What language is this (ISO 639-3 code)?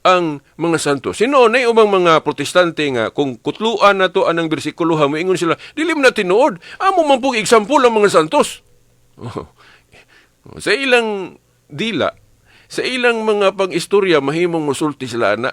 ceb